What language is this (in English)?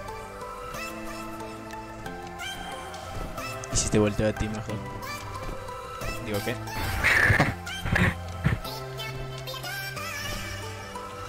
Spanish